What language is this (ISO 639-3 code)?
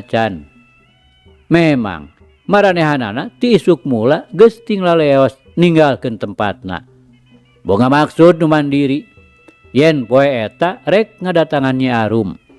sun